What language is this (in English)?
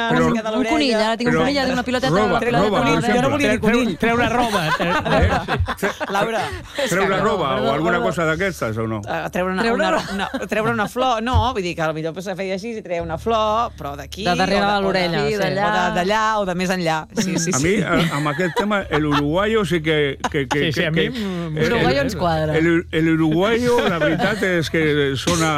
Catalan